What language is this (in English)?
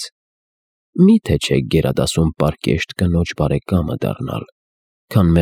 Armenian